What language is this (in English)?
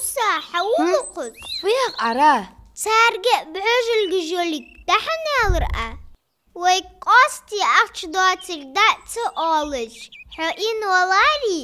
Ingush